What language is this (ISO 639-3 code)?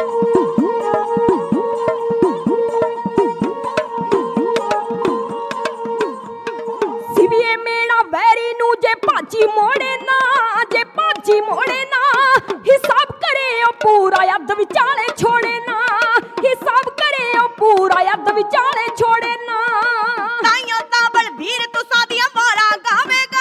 pan